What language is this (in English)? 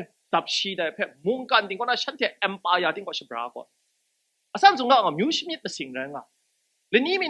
Kachin